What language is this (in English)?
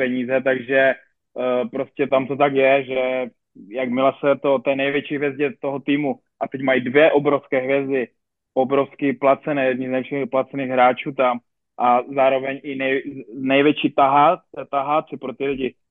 Czech